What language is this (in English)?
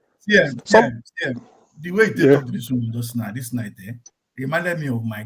Nigerian Pidgin